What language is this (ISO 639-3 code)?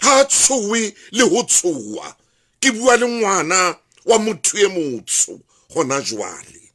sot